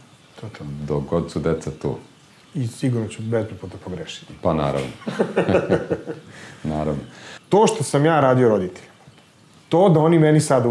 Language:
Serbian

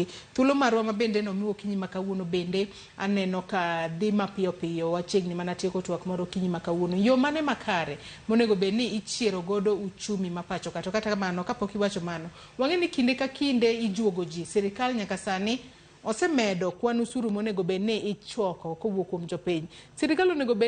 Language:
Luo (Kenya and Tanzania)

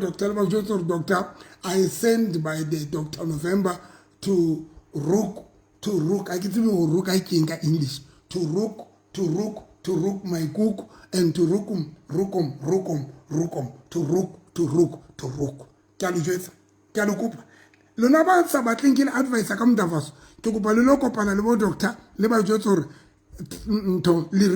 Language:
Southern Sotho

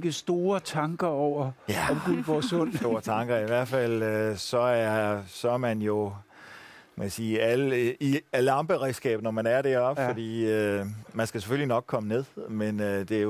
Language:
Danish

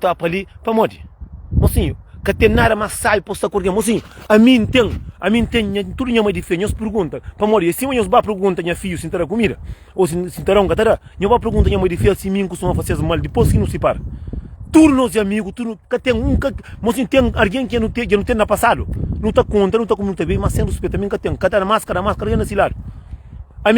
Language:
Kabuverdianu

